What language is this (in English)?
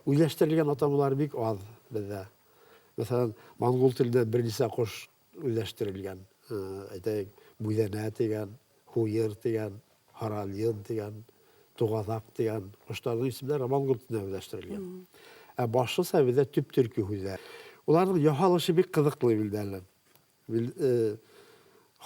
Bashkir